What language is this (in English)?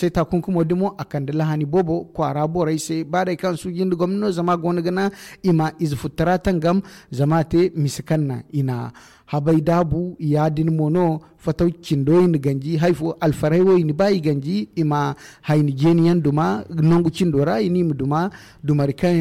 Zarma